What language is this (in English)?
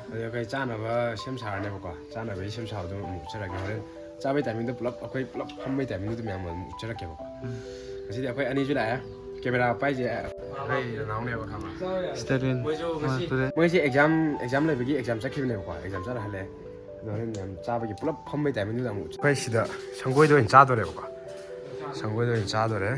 Manipuri